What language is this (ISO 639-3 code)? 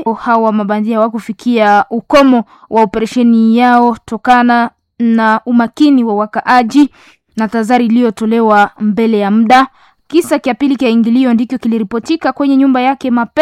swa